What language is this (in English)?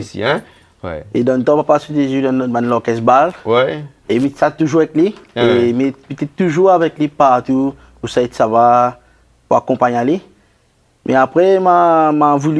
Réunion Creole French